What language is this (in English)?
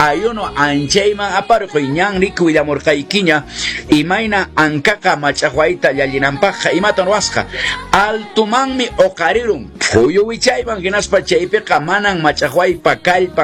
Quechua